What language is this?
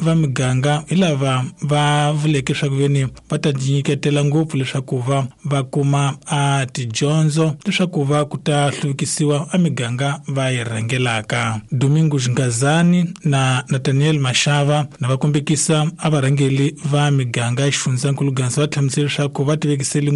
Tsonga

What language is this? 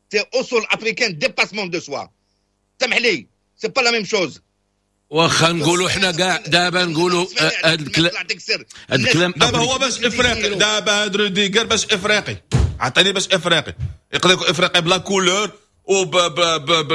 Moroccan Arabic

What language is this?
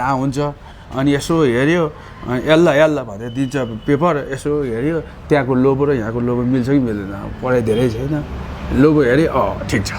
Nepali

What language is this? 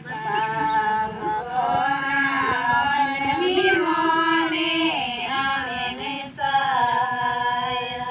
Santali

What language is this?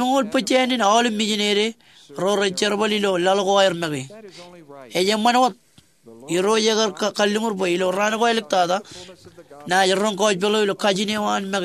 Marshallese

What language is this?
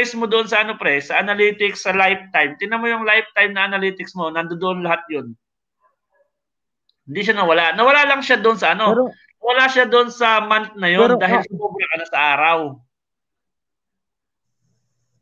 Filipino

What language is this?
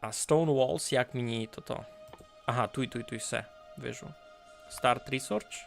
Rusyn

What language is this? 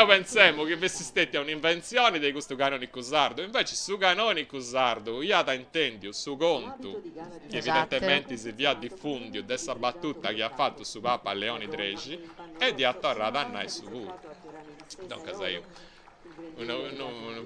Sardinian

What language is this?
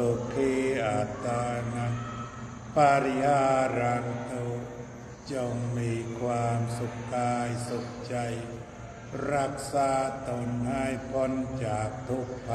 Thai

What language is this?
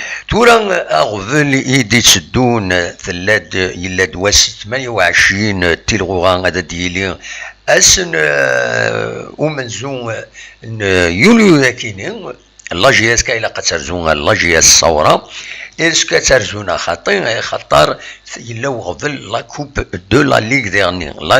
Kabyle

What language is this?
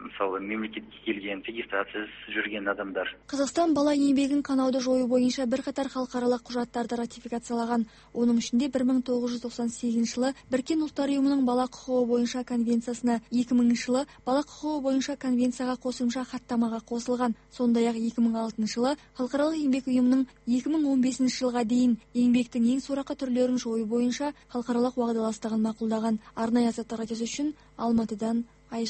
Kazakh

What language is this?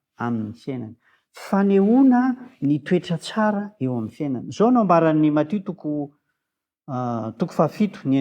Malagasy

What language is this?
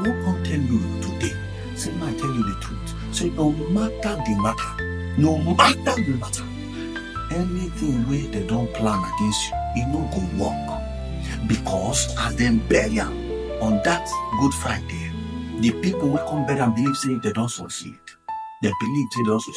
Nigerian Pidgin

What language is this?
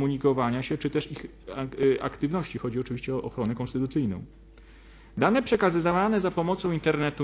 Polish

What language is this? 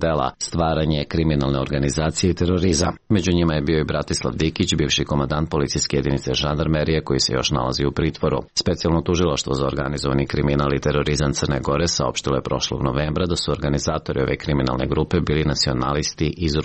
Serbian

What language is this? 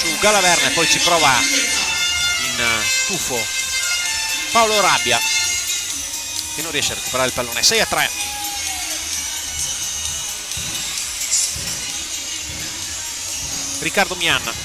Italian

